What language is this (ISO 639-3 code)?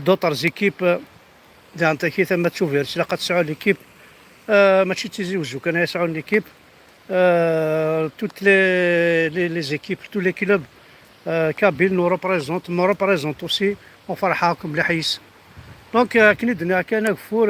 kab